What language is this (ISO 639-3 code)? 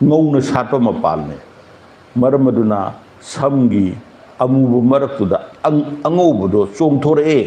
mni